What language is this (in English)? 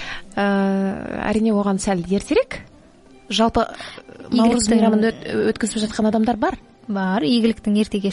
Kazakh